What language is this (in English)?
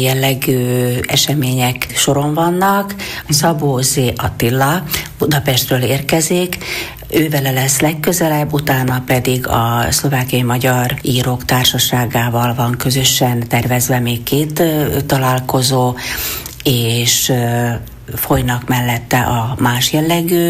Hungarian